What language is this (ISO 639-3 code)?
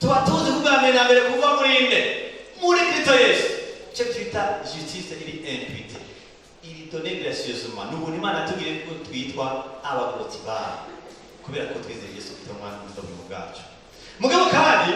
run